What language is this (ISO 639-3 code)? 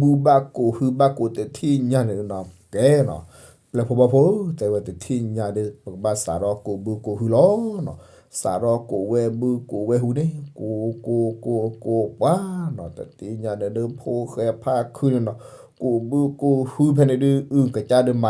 ksw